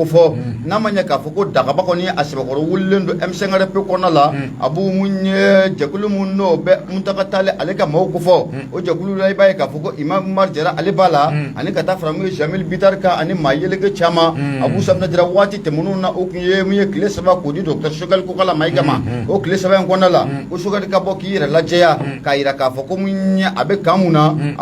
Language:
Bambara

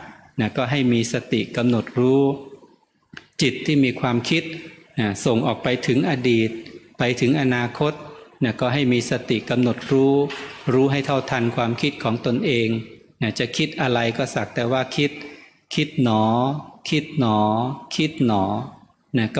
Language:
Thai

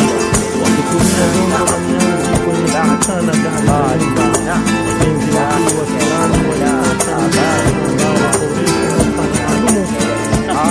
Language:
Swahili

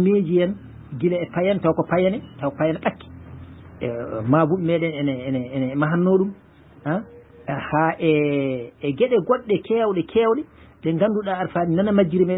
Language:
Fula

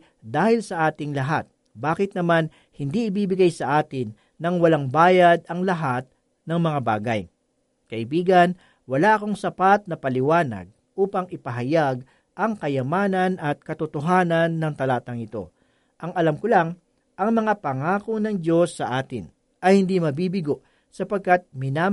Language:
Filipino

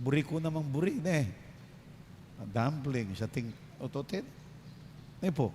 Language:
Pampanga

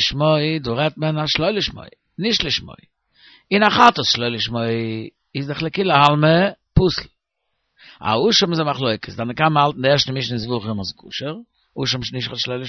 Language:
Yiddish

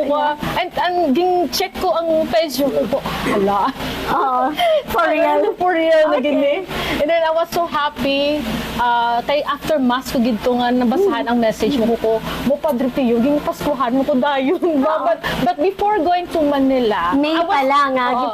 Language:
Hiligaynon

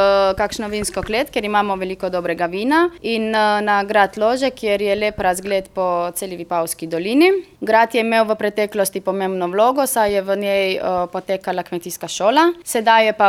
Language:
Slovenian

